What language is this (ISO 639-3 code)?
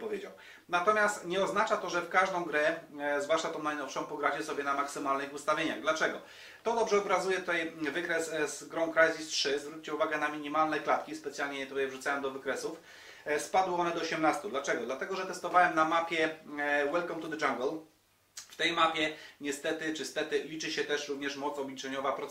pol